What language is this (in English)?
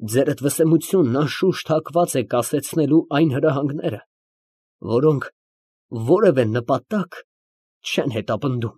Armenian